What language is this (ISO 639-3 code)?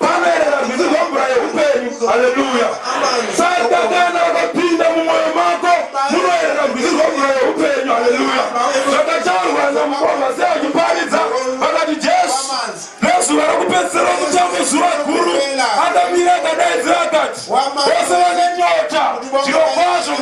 sna